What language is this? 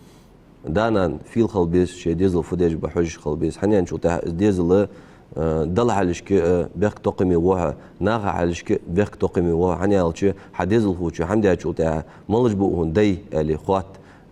Ingush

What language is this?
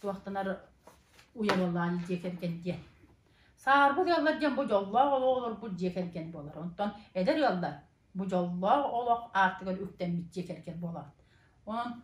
Yakut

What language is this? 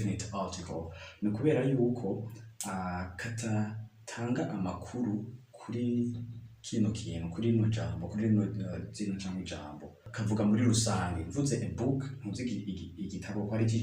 Rundi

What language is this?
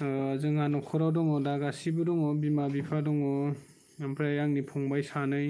Bodo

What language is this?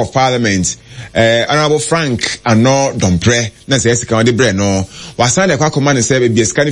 Akan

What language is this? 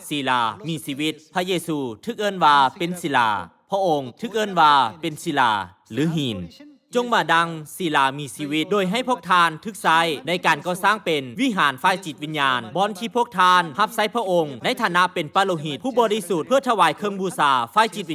Lao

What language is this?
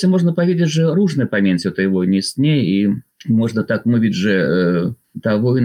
Polish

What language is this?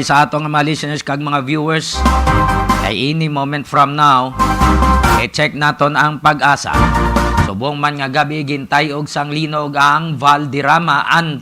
Hiligaynon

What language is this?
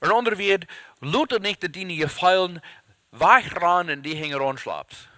Plautdietsch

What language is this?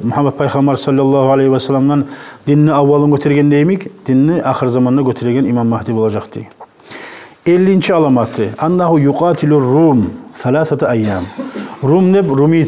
Kumyk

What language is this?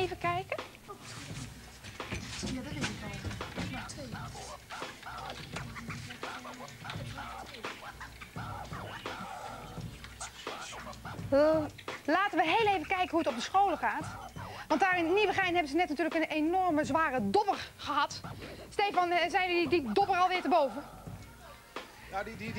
Dutch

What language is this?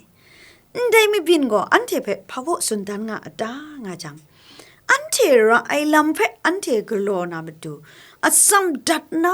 Kachin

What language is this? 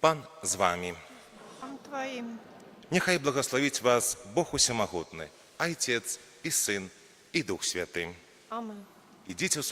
Belarusian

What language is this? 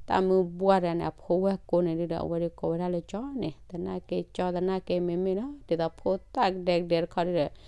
S'gaw Karen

